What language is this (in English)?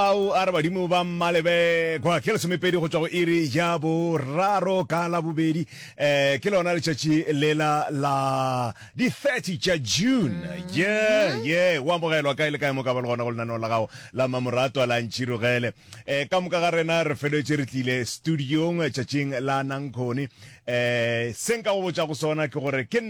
Northern Sotho